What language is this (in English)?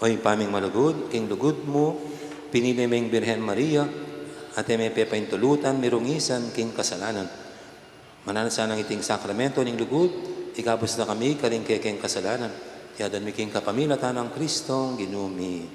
Pampanga